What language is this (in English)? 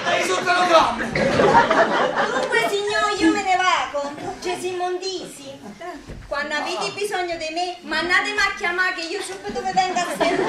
Neapolitan